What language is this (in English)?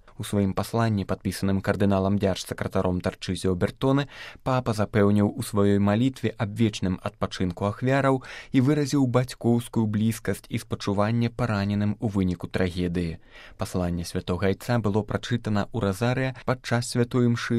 Belarusian